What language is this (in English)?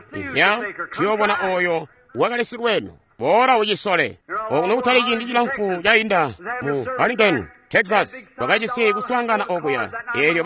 Tonga (Zambia)